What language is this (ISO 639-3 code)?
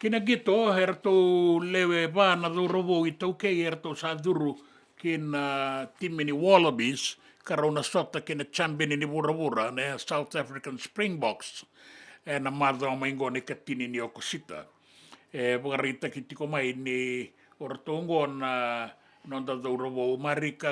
fij